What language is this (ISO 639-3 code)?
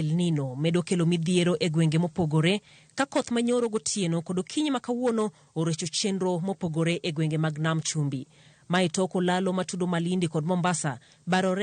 luo